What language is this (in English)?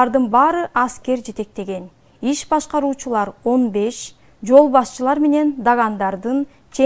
Kyrgyz